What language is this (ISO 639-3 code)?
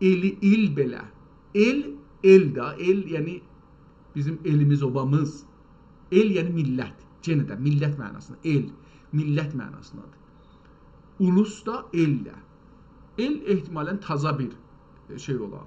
azb